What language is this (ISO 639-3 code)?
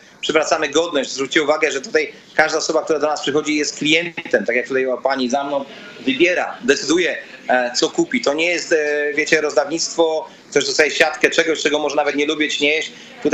pol